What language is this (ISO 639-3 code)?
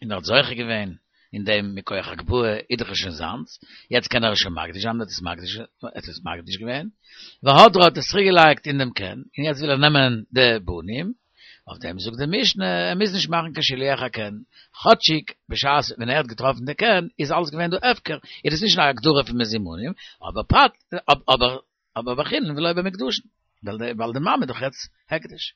yid